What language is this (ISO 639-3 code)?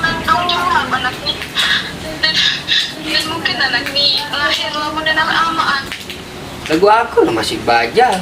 sas